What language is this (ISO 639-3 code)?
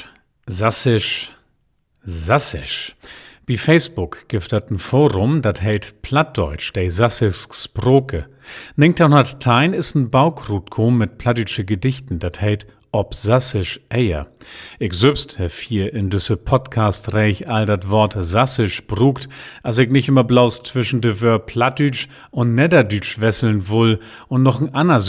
nds